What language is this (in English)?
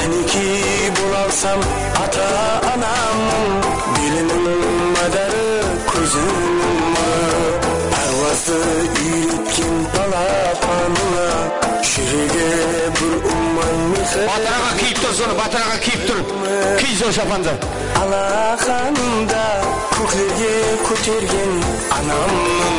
Kara-Kalpak